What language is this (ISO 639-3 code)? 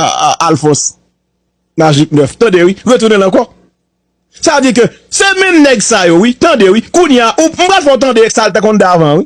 hat